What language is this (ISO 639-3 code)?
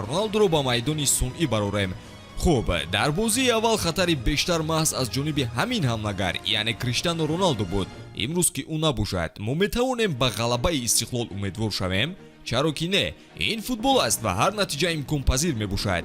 tgk